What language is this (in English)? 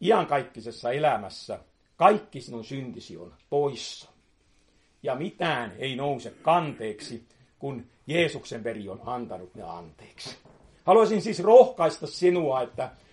Finnish